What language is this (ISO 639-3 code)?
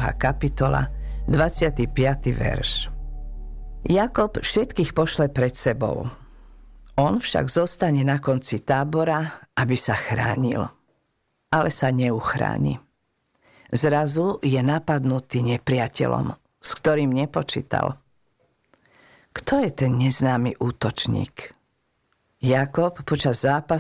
slk